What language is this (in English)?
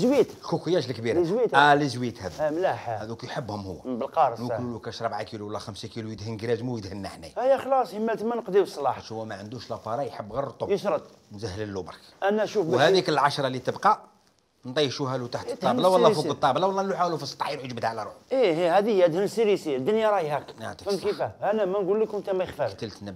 Algerian Arabic